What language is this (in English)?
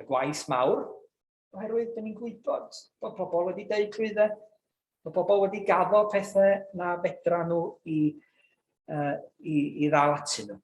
Welsh